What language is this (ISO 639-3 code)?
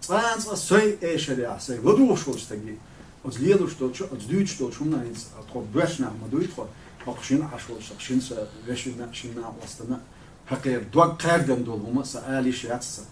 che